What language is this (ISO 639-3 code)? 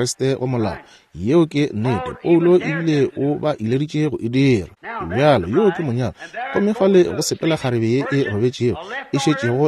nso